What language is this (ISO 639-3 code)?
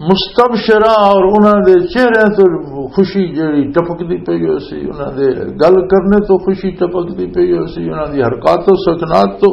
lah